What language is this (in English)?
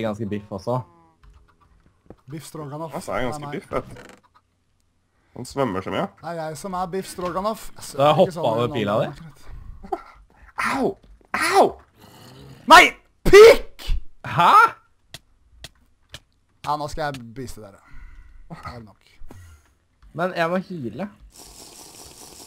Norwegian